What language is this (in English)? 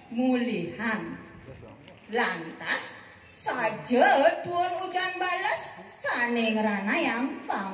Balinese